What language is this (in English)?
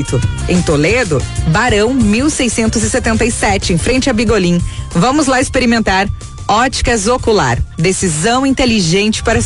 Portuguese